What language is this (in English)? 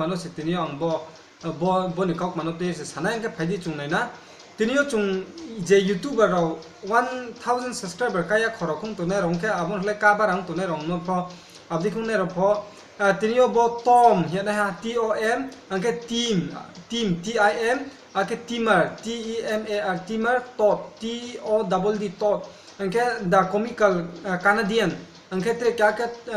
Riang (India)